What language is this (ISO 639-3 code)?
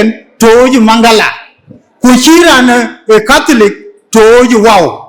din